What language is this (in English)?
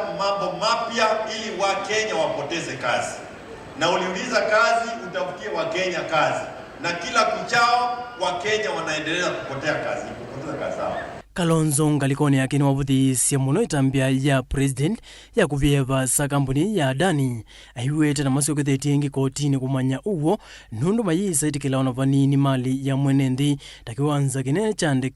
Kamba